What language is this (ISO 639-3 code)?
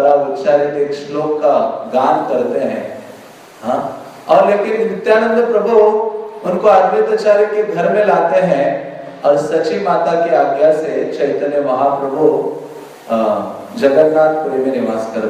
hin